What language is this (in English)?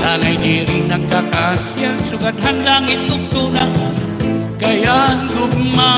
Waray